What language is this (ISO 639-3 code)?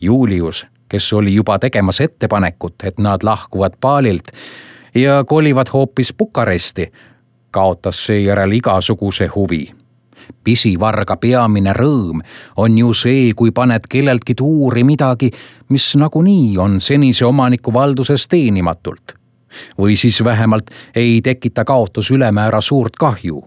est